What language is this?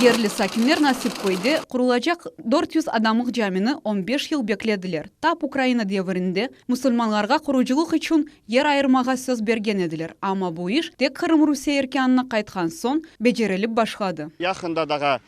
Crimean Tatar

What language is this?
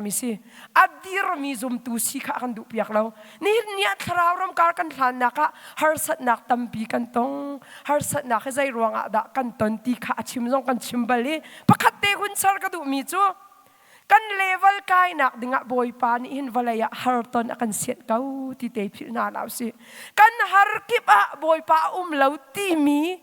Hakha Chin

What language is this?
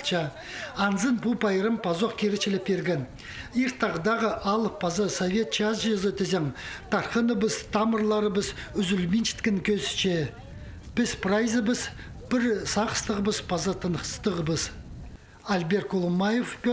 Khakas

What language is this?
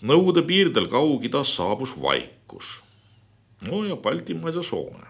Estonian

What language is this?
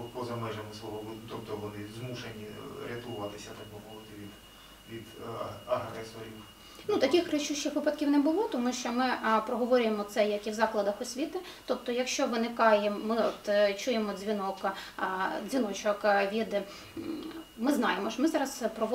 Ukrainian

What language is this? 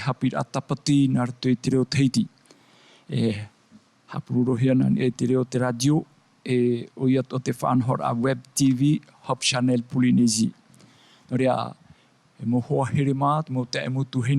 Tahitian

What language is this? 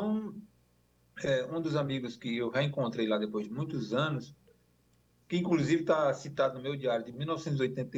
Portuguese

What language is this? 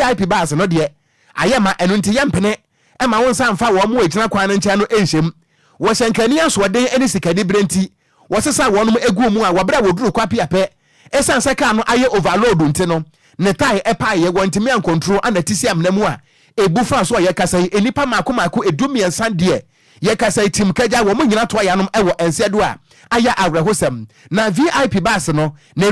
Akan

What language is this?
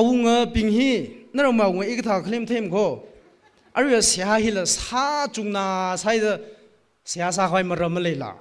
Tangkhul Naga (India)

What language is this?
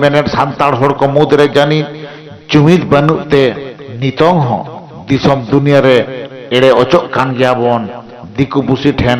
Santali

